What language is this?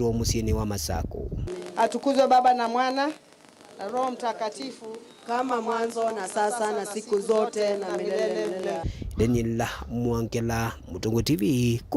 Kamba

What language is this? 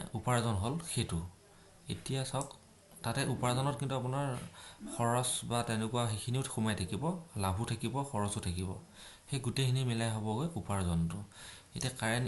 Assamese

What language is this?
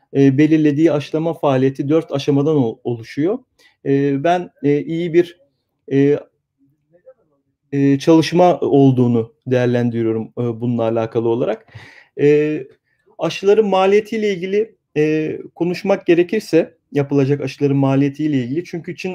Turkish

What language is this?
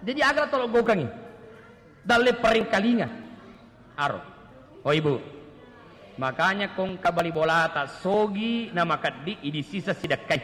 Buginese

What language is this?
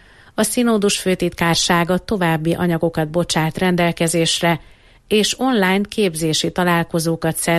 Hungarian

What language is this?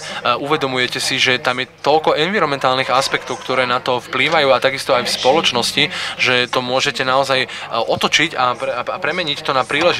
Slovak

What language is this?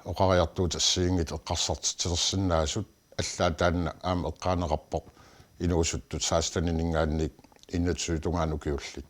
Kalaallisut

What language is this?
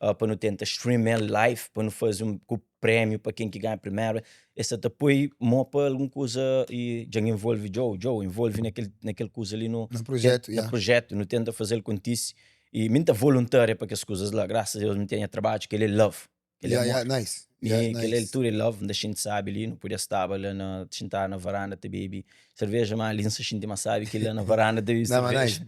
Kabuverdianu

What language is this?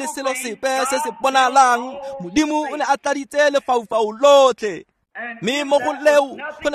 Tswana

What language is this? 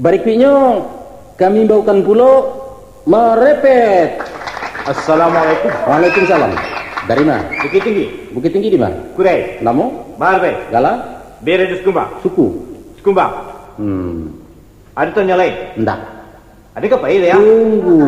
Minangkabau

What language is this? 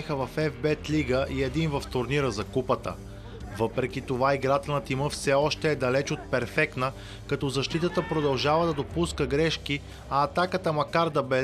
Bulgarian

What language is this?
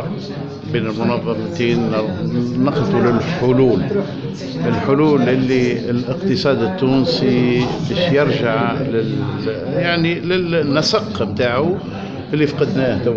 Tunisian Arabic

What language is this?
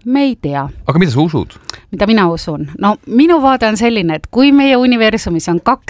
Estonian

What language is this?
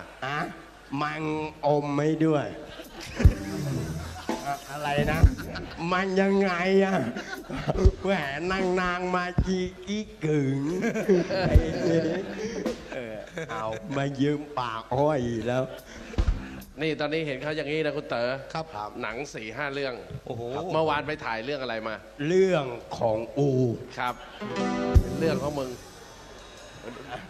Thai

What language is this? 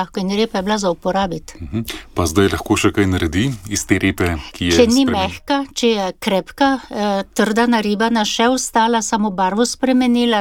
Slovenian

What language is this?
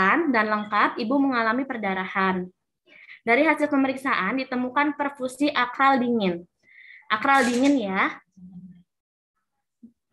Indonesian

